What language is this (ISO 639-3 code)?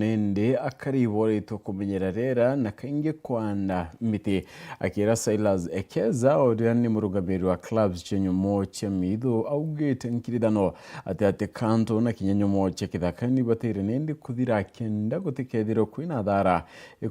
mer